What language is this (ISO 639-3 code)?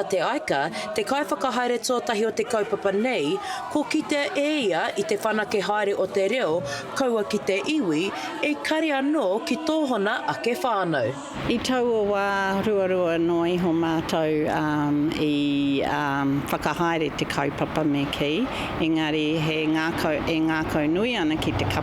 mri